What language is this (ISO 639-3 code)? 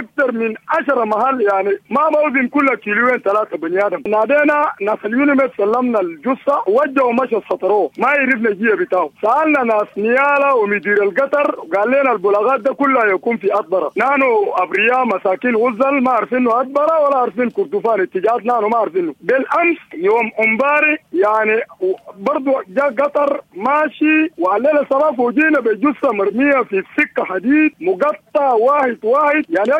apd